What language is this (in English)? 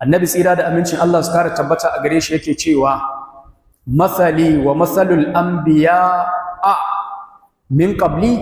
Hausa